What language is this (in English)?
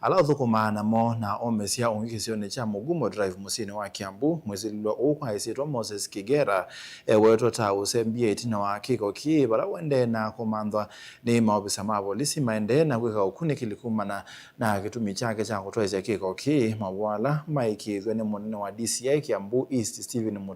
Kamba